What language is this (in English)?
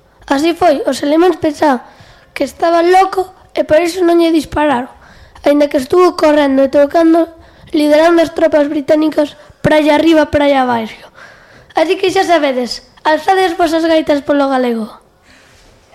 Galician